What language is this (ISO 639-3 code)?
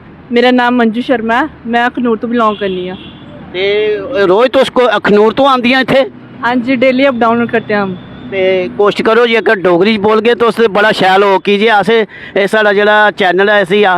doi